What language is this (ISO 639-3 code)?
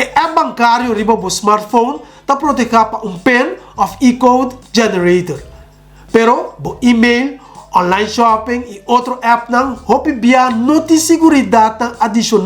pap